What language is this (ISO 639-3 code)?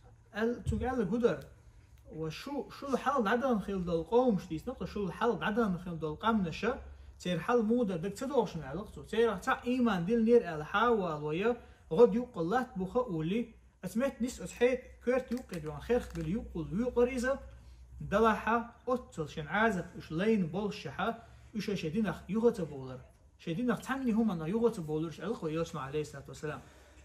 che